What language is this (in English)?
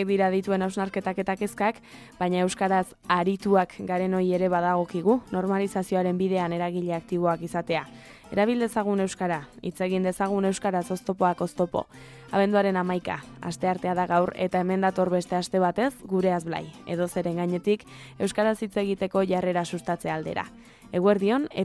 Basque